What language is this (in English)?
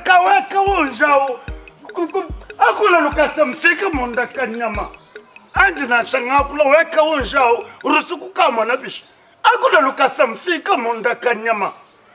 Luba-Lulua